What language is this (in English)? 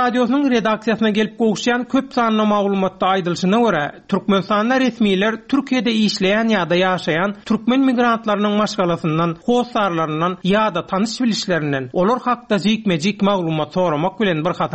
Turkmen